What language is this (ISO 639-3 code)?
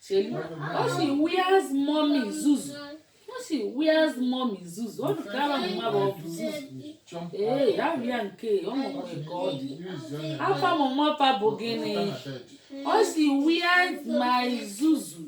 ibo